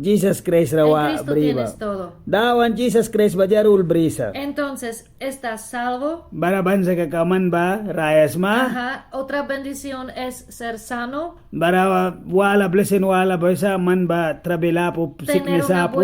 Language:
Mískito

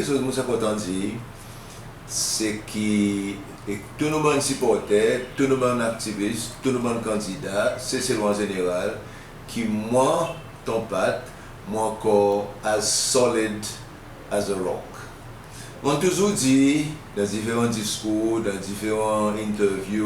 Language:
Seselwa Creole French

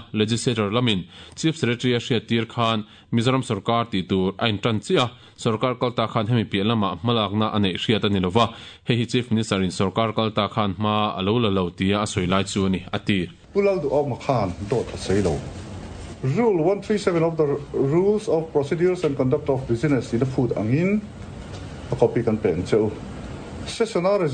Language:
Mizo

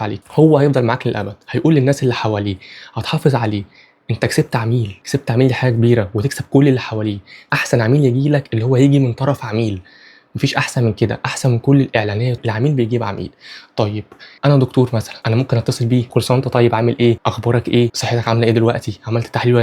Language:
Egyptian Arabic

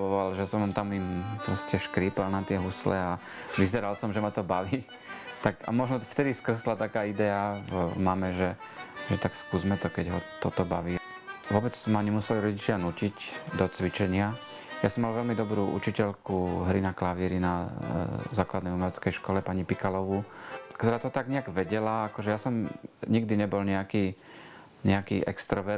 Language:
Slovak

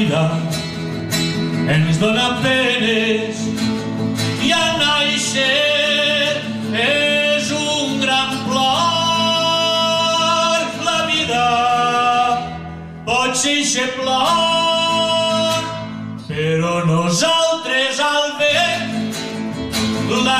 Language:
Catalan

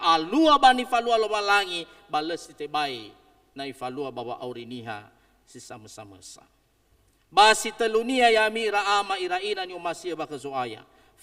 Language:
Nias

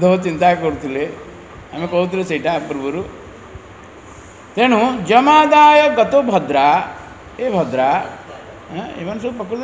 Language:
Odia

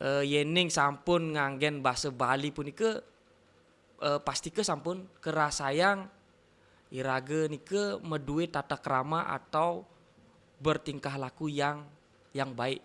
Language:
Balinese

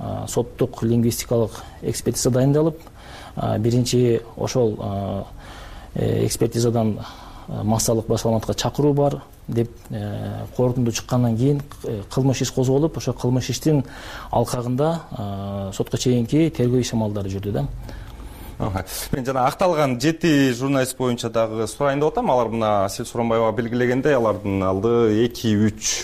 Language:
Kyrgyz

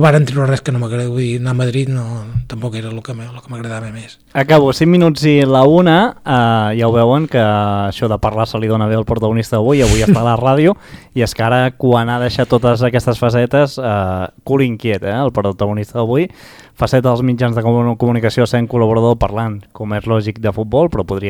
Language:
Catalan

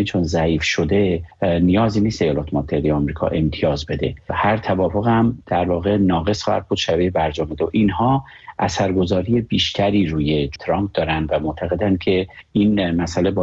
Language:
Persian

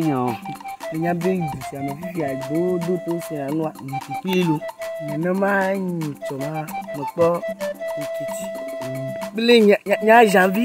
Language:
Ewe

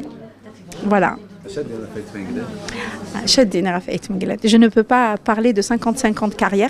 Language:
Kabyle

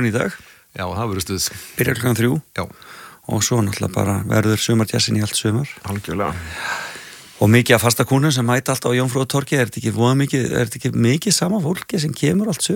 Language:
Icelandic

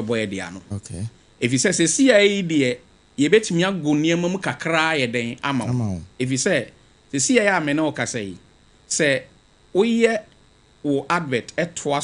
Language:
Akan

